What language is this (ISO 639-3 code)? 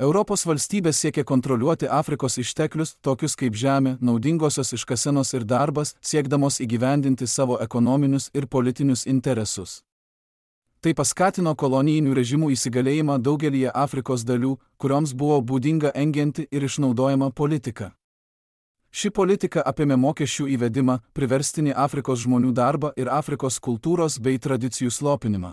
lit